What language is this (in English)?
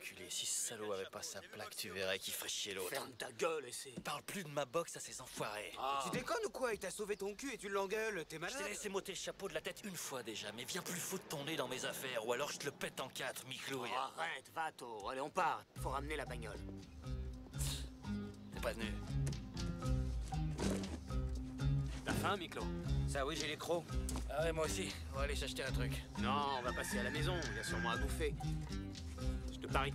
French